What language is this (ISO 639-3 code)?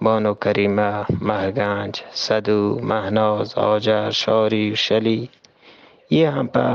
bgp